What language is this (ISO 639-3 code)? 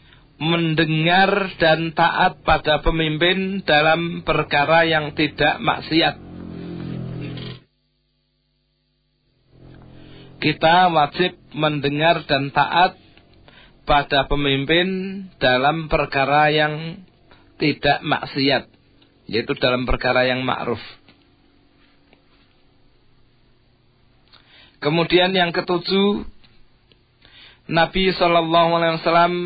ind